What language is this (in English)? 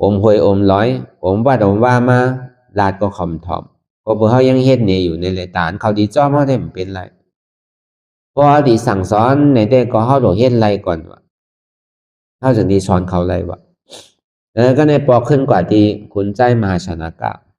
Shan